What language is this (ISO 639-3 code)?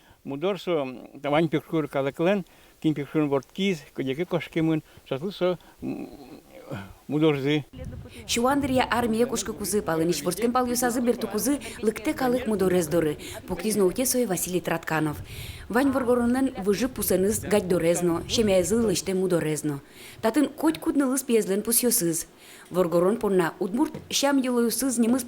udm